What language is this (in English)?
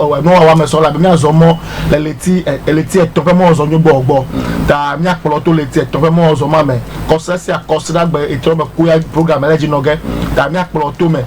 Ewe